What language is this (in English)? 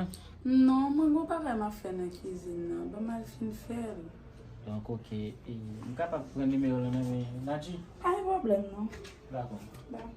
Haitian Creole